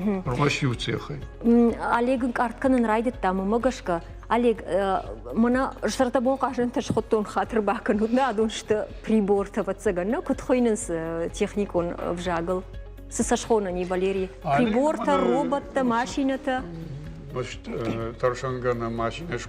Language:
Ossetic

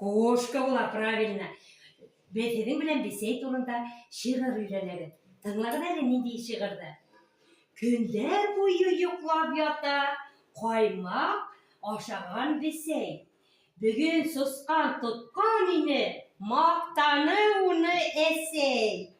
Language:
Bashkir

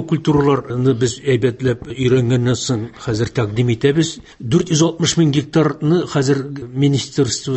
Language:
Tatar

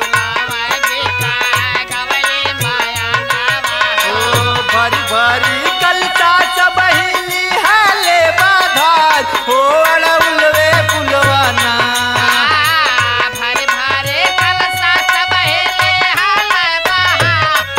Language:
Bhojpuri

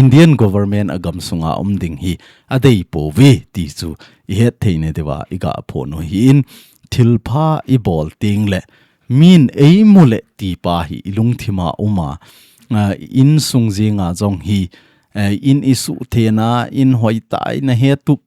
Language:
Thado Chin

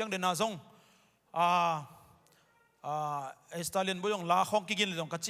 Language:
Tedim Chin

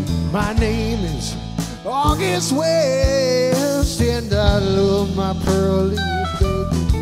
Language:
English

